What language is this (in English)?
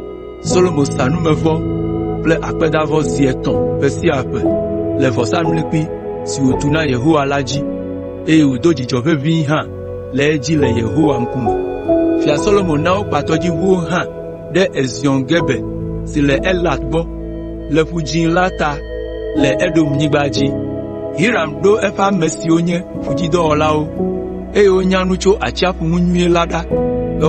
Ewe